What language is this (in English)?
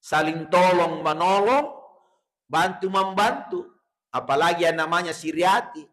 Buginese